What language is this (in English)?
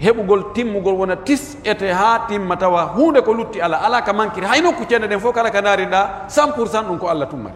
Pular